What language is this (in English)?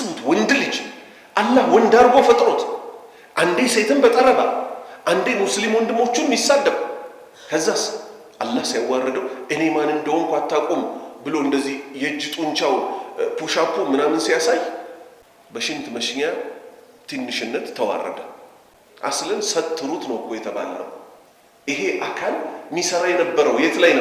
Amharic